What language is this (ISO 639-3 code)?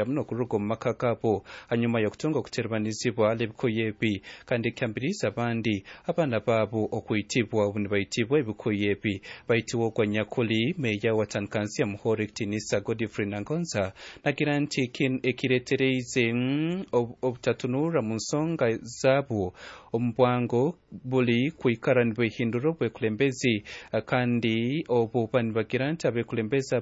nyn